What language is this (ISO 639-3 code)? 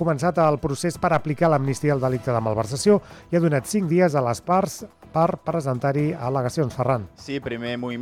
cat